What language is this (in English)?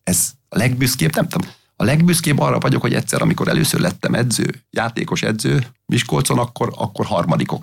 Hungarian